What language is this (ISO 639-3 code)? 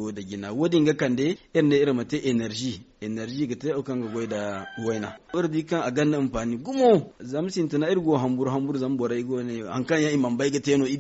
dje